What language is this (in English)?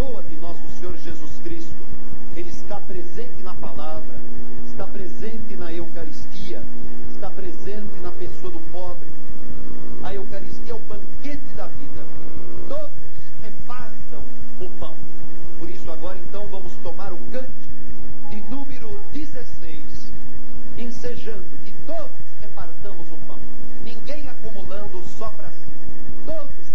Portuguese